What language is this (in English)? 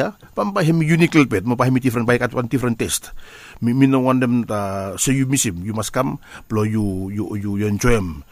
Bislama